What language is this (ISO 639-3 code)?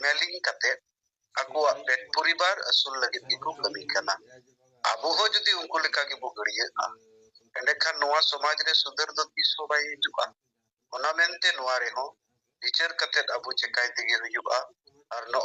sat